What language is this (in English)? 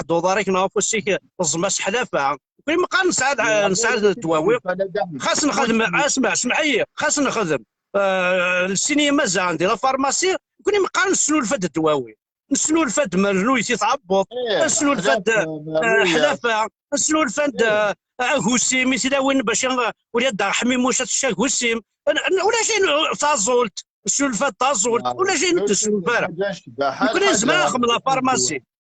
Kabyle